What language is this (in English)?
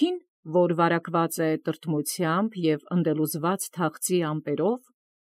Armenian